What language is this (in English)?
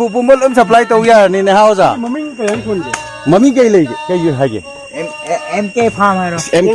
Manipuri